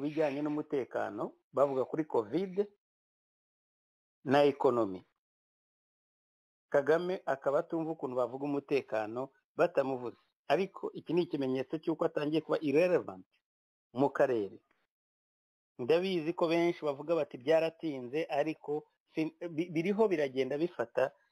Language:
Kinyarwanda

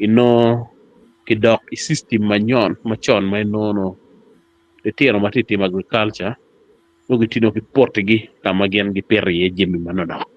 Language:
Acoli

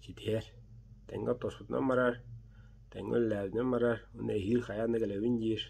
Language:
Yakut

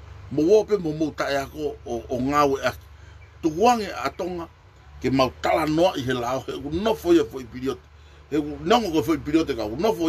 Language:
Tongan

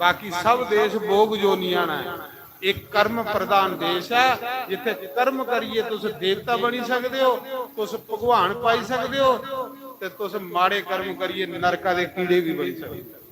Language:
Dogri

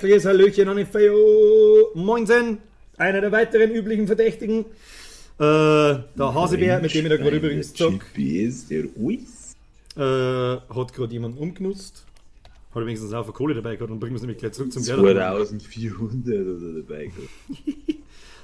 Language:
Bavarian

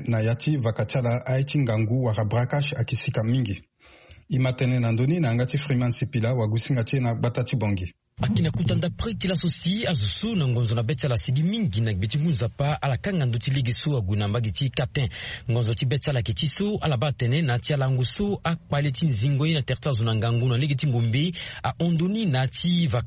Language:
Sango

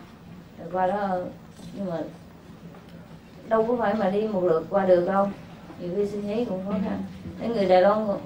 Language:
Vietnamese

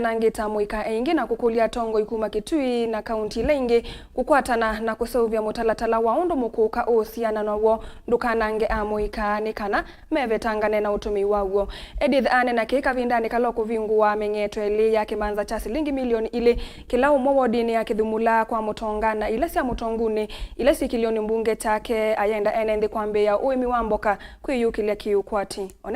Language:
Kamba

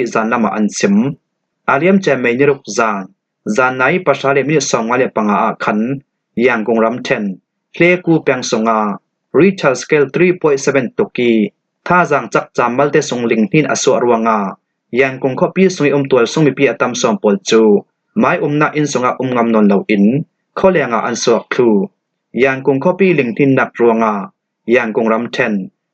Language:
Falam Chin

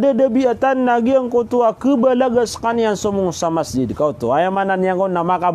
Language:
Maranao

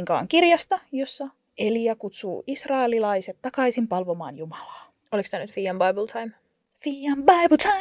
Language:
Finnish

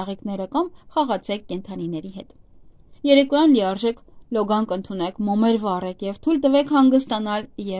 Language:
Armenian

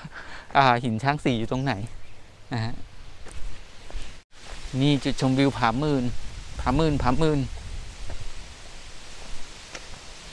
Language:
Thai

